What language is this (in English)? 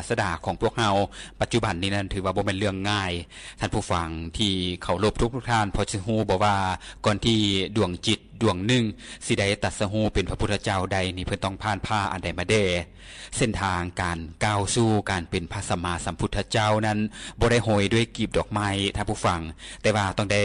Lao